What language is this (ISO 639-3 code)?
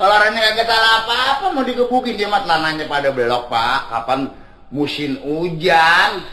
bew